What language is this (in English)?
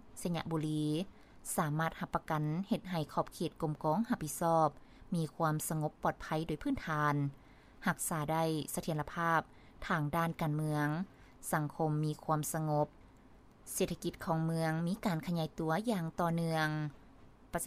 Lao